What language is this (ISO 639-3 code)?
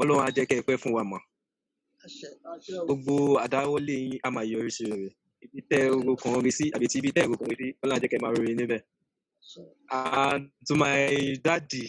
yor